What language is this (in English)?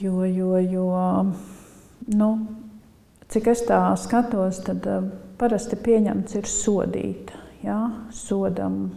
Latvian